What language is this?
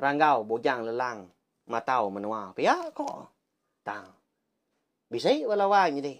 Iban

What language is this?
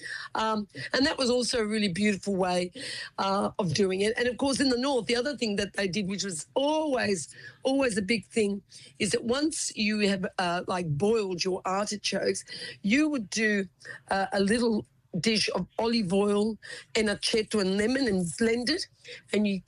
English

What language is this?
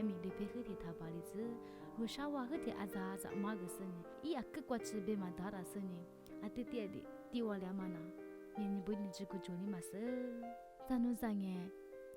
Lisu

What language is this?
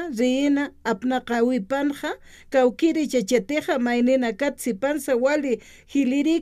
Aymara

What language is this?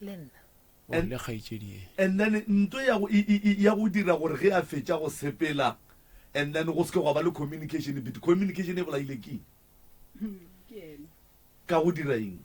Northern Sotho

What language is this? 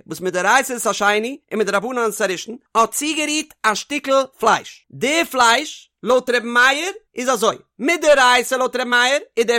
Yiddish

